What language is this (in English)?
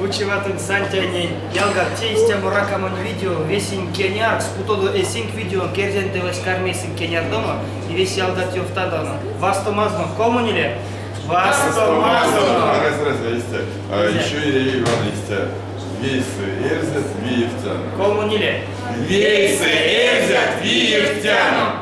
Erzya